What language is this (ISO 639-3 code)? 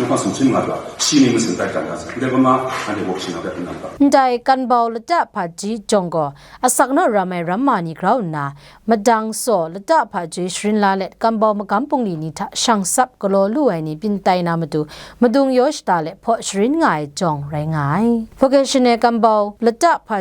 kac